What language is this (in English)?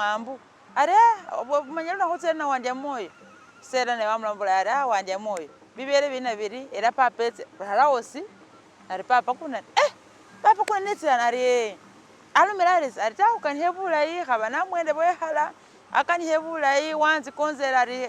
Masaaba